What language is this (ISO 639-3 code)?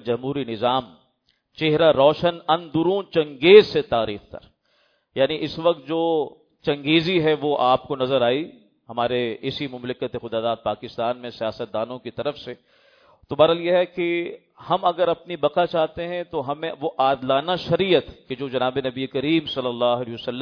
urd